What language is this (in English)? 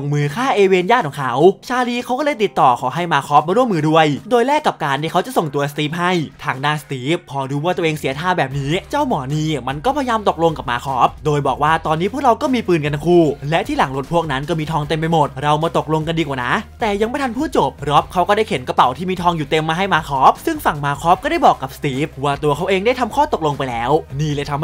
Thai